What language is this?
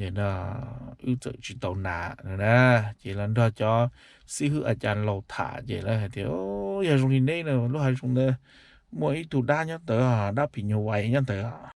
Hmong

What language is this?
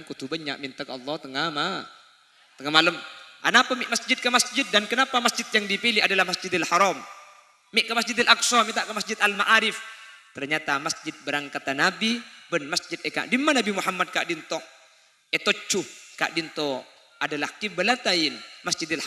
Madurese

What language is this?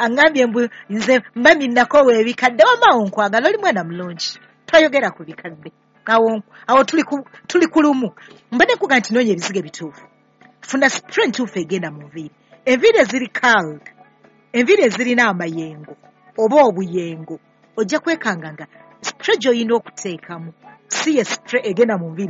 Ganda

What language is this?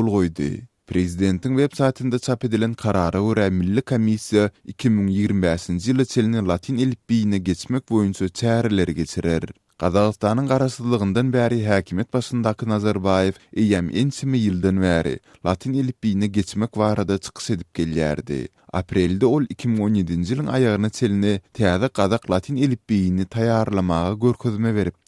Turkmen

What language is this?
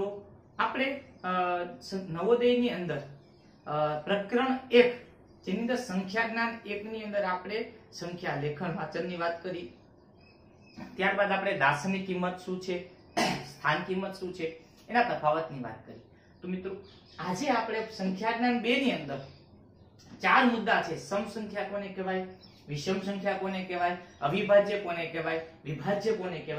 Gujarati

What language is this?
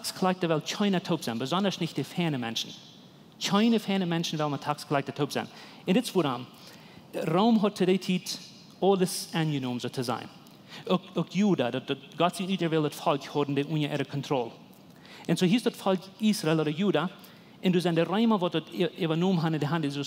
Plautdietsch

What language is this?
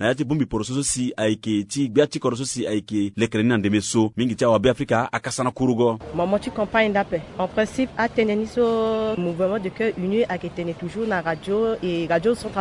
Sango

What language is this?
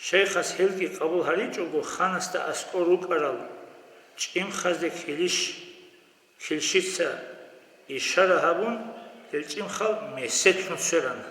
Avaric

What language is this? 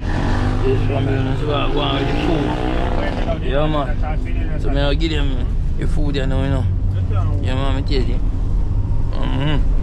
Jamaican Creole English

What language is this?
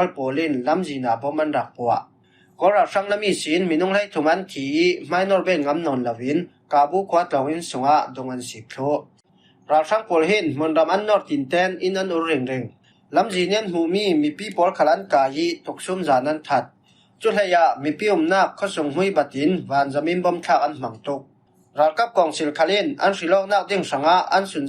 Falam Chin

